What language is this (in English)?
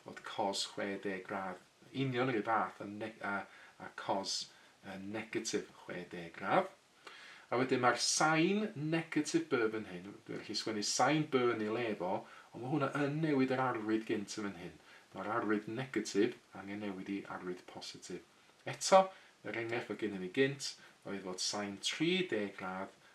Welsh